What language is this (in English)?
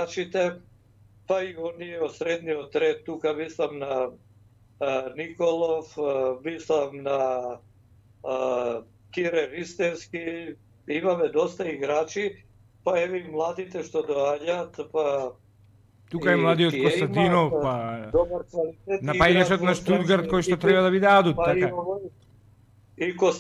Macedonian